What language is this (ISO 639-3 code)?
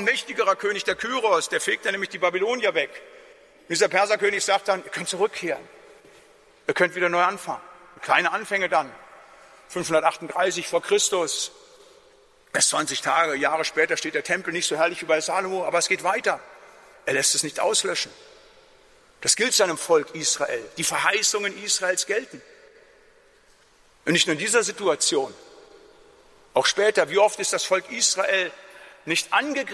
deu